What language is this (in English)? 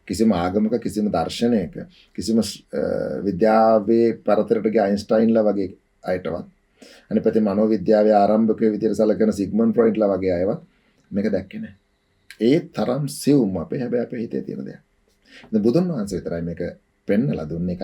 Sinhala